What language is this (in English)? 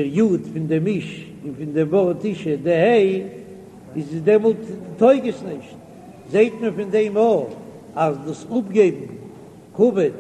Yiddish